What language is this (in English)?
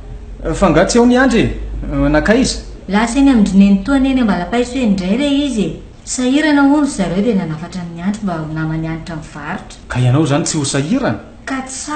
Malagasy